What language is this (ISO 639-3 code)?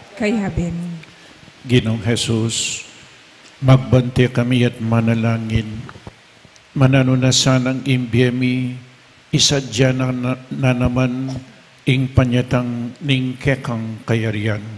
pam